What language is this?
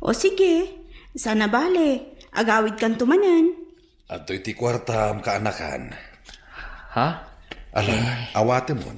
Iloko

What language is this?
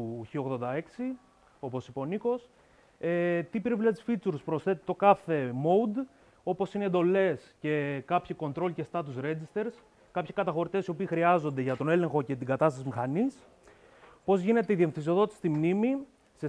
Greek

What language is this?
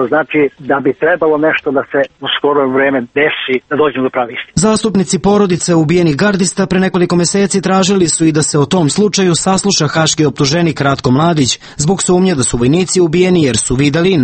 Serbian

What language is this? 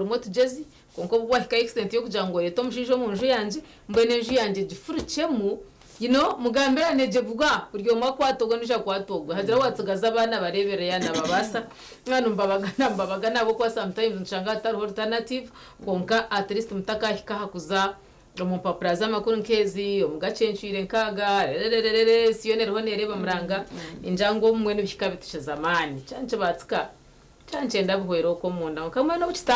Nyankole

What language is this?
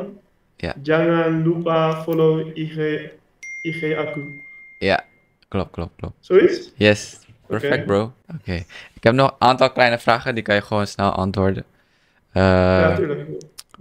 Dutch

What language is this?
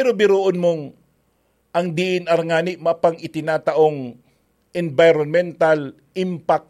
Bikol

